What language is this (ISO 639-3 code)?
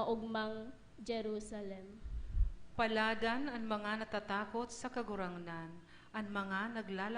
bik